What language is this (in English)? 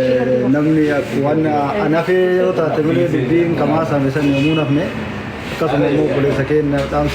Oromo